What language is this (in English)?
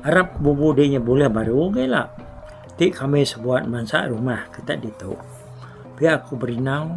Iban